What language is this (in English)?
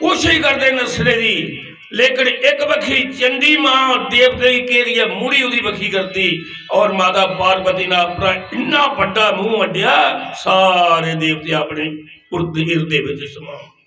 Dogri